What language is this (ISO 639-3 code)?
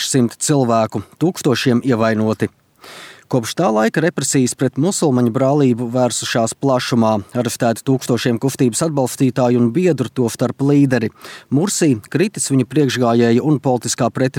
lav